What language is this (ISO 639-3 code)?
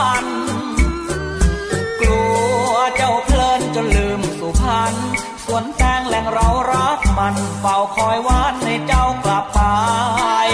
tha